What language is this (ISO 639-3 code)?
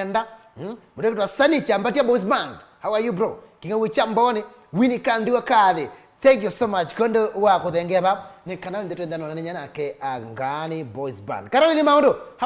kam